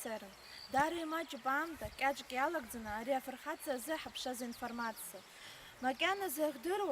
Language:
Abkhazian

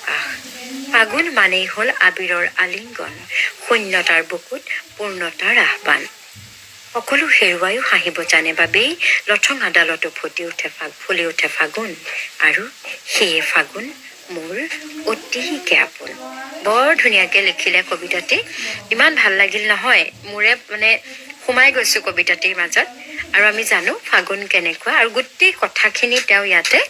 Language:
Assamese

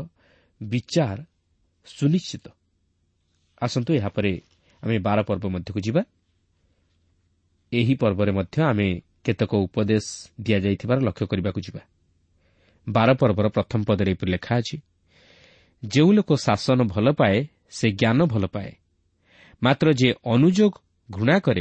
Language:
Odia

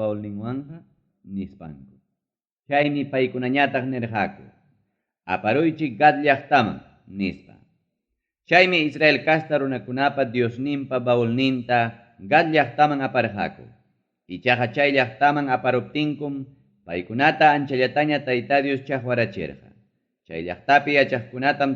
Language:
Ayacucho Quechua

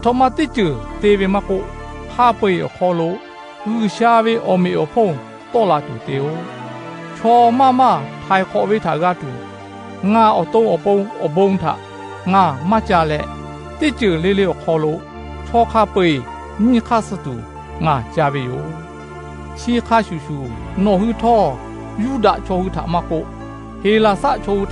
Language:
Lahu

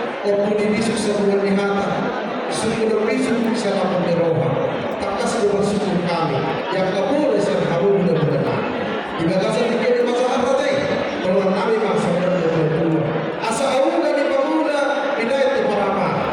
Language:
Batak Toba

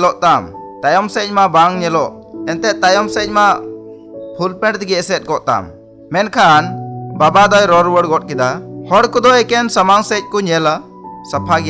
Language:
Santali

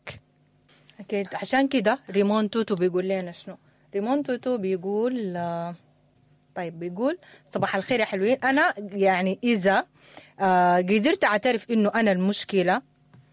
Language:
Sudanese Arabic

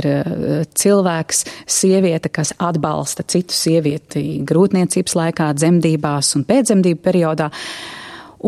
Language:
Latvian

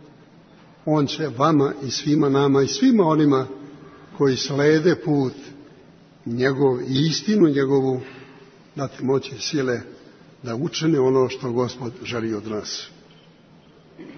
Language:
Serbian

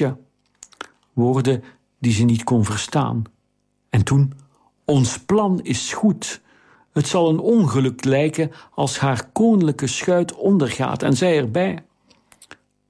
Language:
Dutch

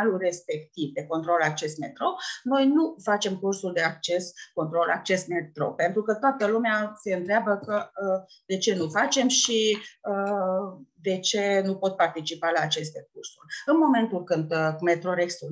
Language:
Romanian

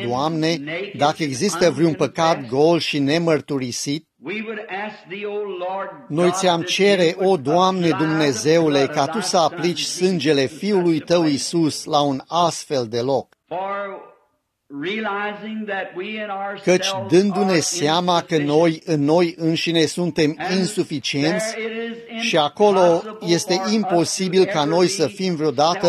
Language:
Romanian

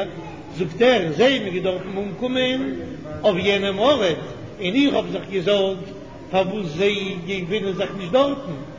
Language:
Yiddish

